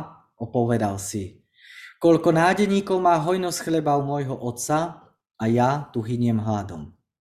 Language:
Slovak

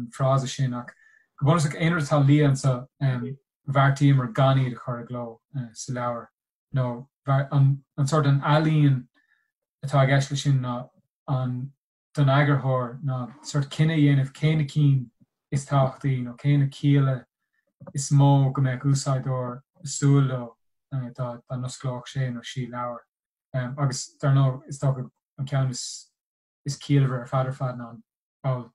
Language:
Irish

